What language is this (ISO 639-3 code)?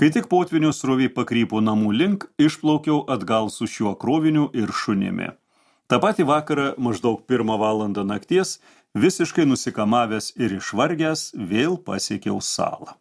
lit